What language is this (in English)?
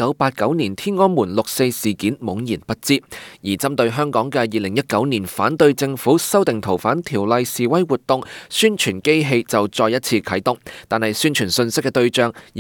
Cantonese